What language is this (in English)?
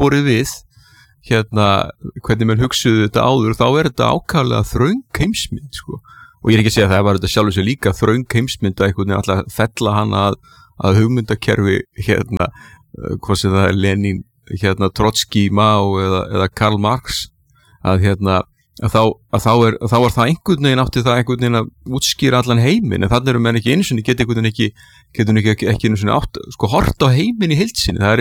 Icelandic